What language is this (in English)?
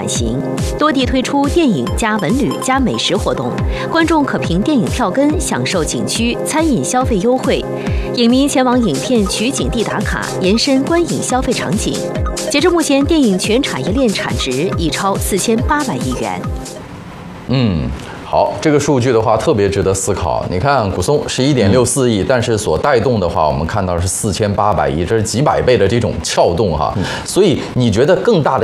Chinese